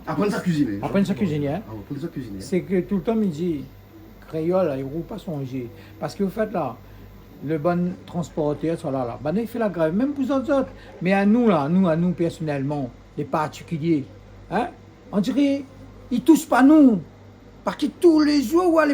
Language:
Réunion Creole French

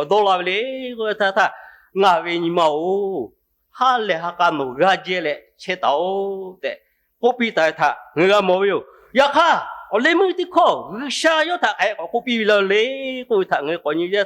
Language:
Lahu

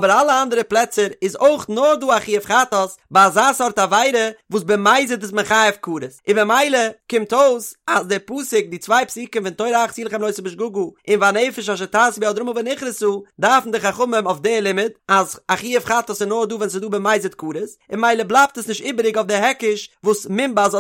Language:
Yiddish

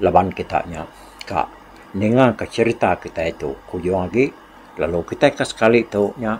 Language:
Iban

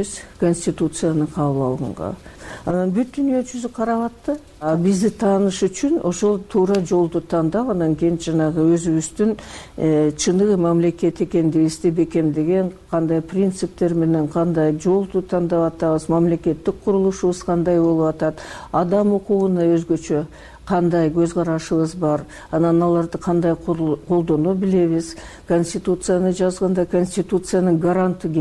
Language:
Kyrgyz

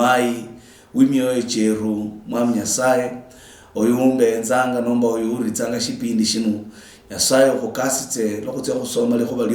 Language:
Luyia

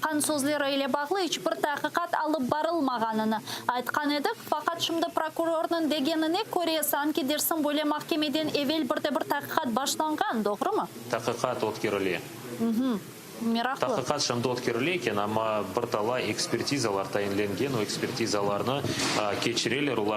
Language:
Crimean Tatar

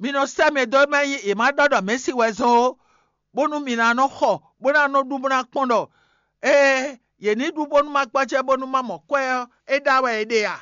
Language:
Fon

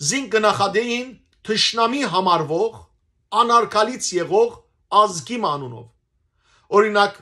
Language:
Western Armenian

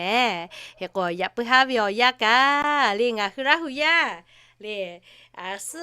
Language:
Lahu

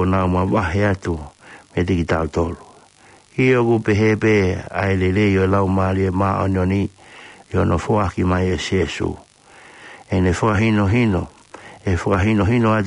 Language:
Tongan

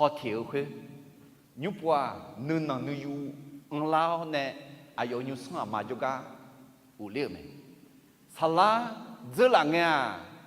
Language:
Akha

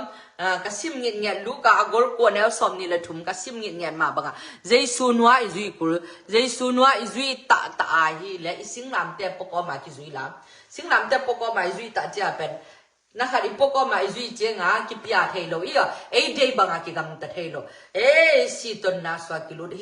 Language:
Tedim Chin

